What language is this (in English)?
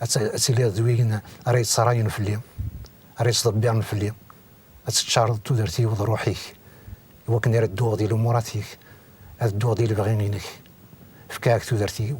Kabyle